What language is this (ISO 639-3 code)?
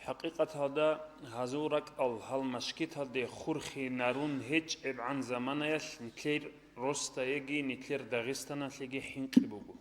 ava